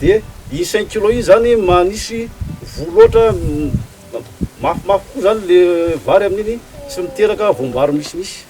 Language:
Malagasy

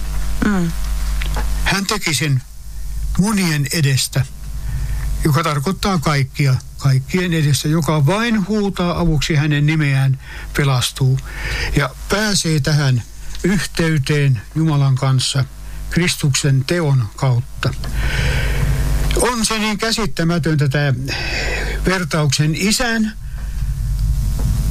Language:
Finnish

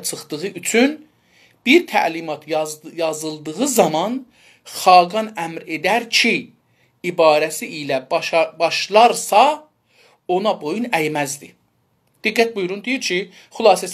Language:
South Azerbaijani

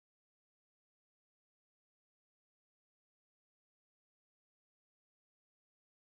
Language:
Telugu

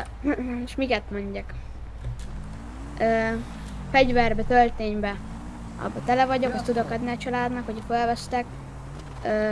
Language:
Hungarian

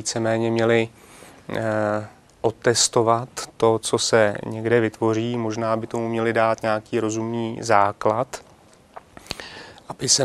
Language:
Czech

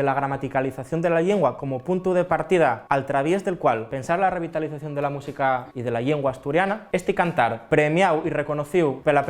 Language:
Asturian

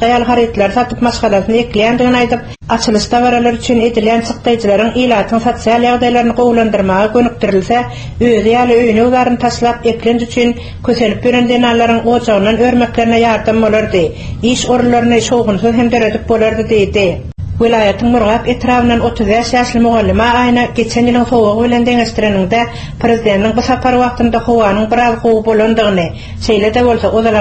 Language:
Turkmen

